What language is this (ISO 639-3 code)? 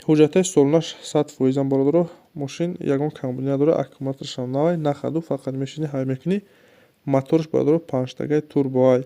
tgk